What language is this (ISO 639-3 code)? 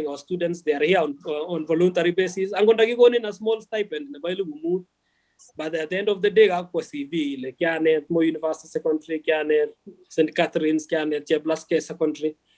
kln